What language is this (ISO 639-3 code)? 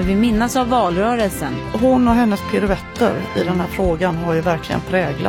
swe